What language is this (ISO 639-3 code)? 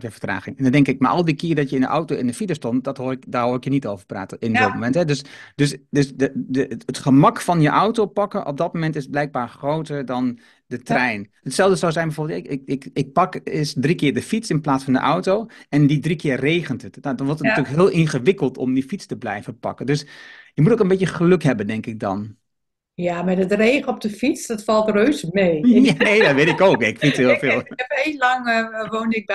nld